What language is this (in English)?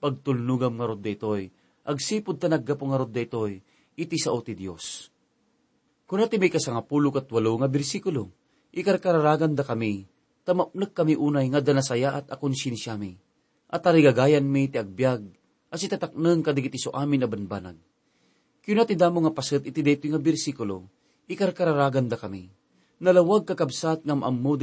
Iloko